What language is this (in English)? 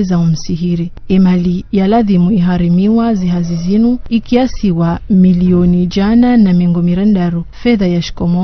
Ngazidja Comorian